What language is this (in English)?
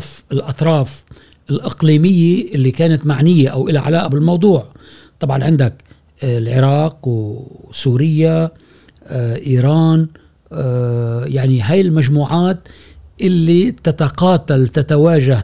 Gulf Arabic